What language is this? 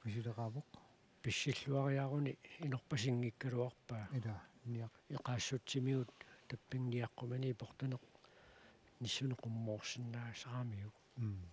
Kalaallisut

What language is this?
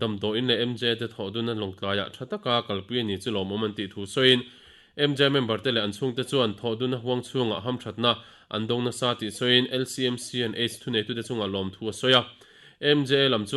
Mizo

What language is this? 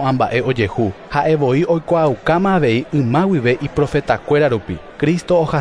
Guarani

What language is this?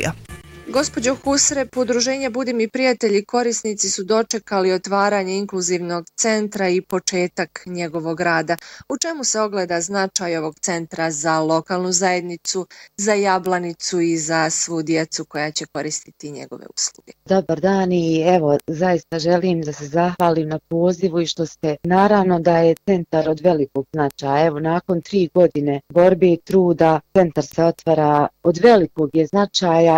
Bosnian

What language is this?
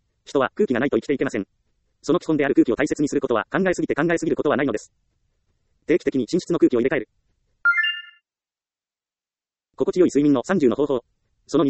Japanese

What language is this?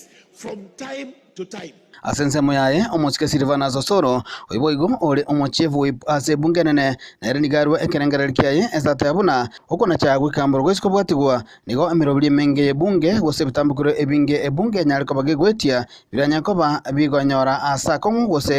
Gusii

